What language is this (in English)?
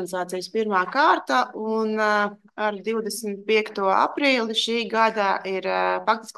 Latvian